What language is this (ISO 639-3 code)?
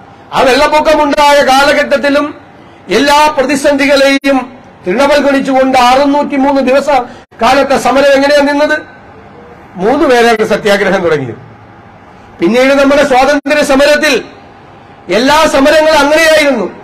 mal